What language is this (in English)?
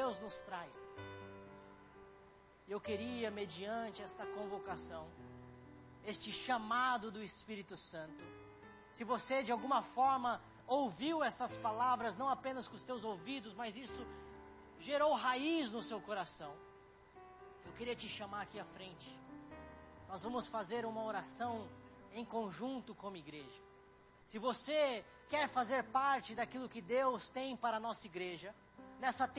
Portuguese